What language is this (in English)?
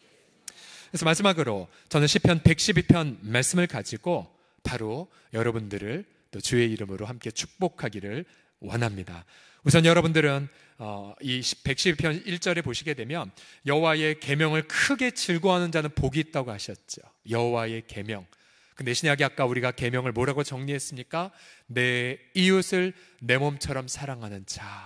Korean